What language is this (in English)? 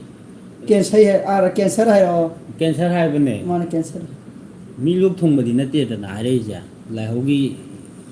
Manipuri